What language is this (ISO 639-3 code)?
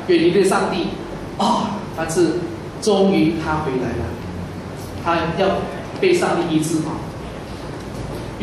zho